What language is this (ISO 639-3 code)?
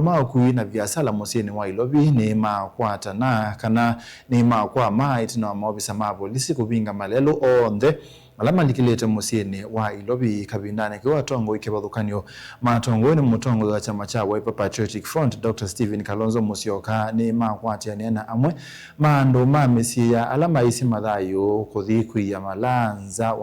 kam